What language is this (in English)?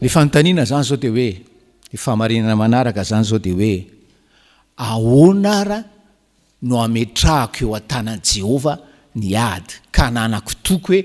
Malagasy